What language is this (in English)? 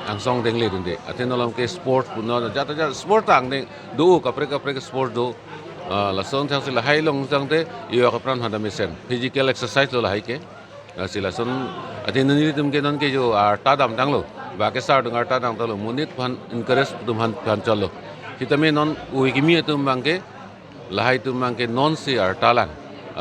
Karbi